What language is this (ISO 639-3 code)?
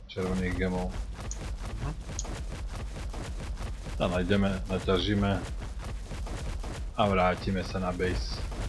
slk